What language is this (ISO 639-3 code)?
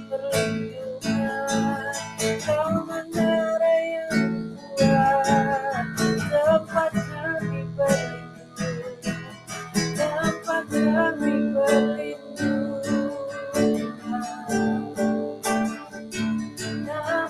ind